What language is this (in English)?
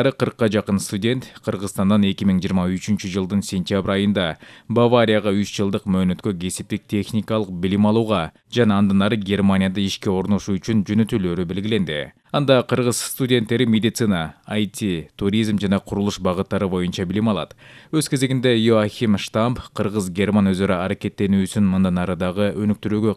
Kyrgyz